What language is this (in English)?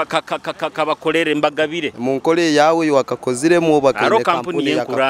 Nyoro